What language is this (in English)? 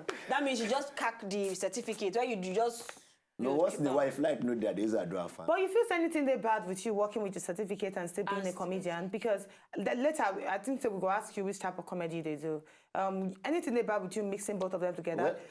Nigerian Pidgin